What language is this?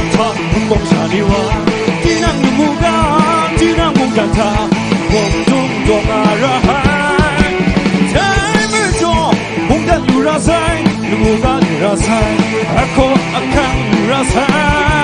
Kachin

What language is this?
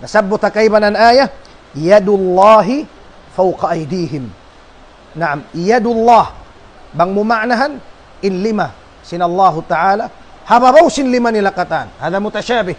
Tausug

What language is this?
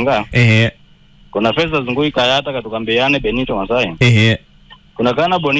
Swahili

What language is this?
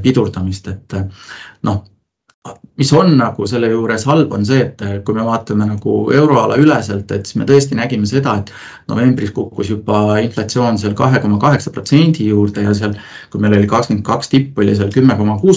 Estonian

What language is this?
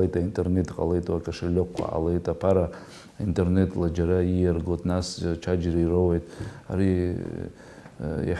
Abkhazian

